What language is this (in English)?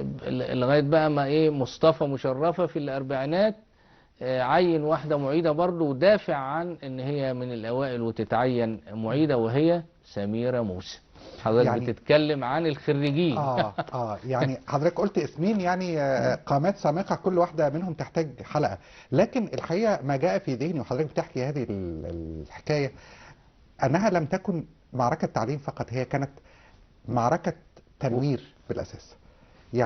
Egyptian Arabic